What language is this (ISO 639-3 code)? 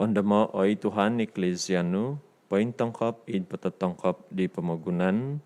dtp